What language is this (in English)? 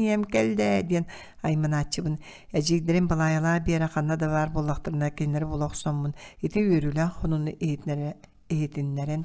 Yakut